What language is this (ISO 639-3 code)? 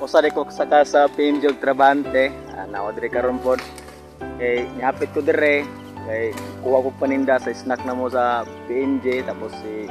ceb